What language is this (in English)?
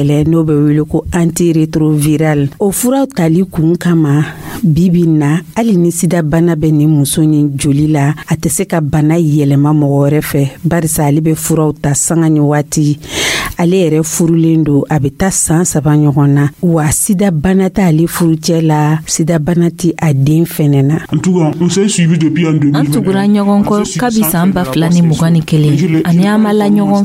Dyula